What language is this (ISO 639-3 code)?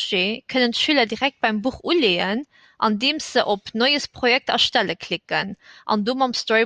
ltz